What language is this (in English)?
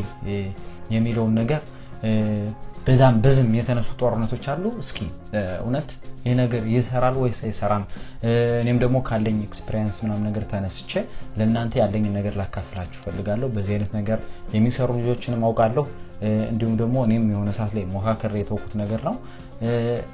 Amharic